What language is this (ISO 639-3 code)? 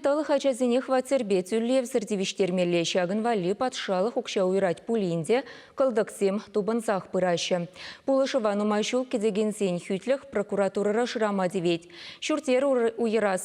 chv